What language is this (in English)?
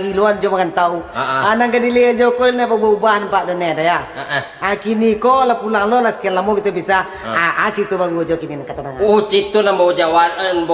Minangkabau